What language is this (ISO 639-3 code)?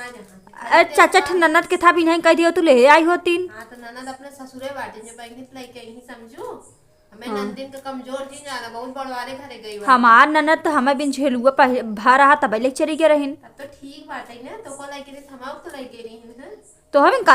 awa